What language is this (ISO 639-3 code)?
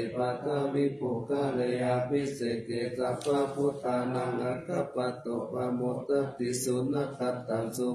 pli